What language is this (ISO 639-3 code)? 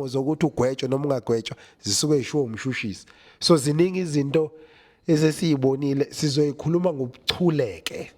zul